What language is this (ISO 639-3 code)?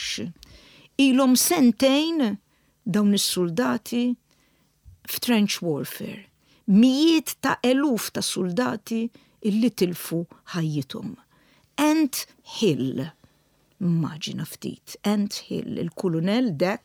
mlt